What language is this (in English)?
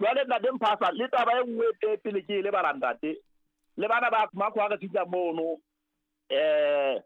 Southern Sotho